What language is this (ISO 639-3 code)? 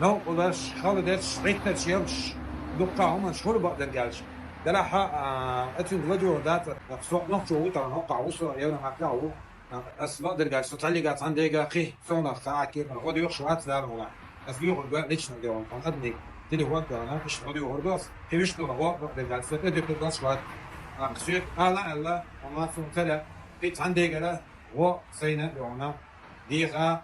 che